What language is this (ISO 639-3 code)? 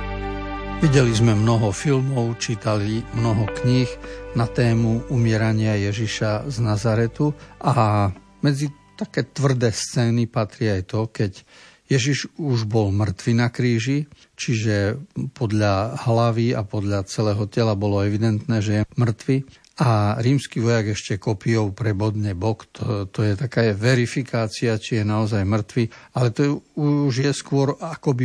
slk